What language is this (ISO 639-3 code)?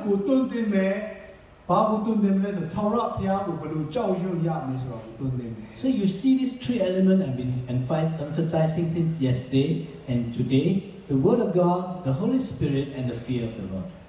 mya